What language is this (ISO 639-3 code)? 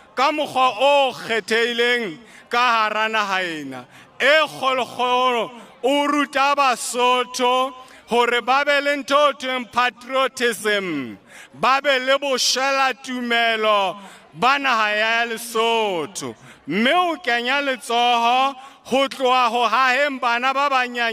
sot